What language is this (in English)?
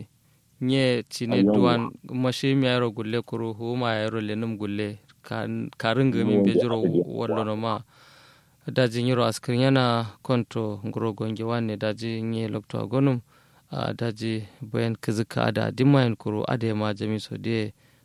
Kanuri